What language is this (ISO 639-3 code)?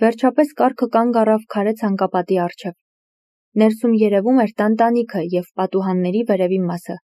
hye